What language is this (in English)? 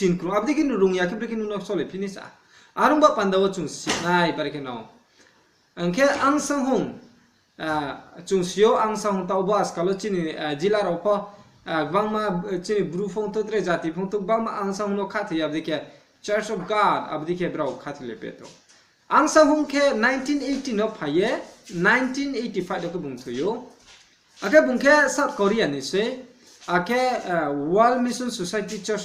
Riang (India)